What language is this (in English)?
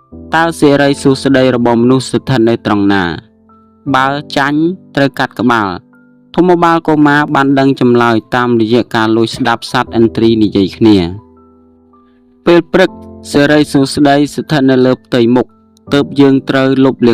Khmer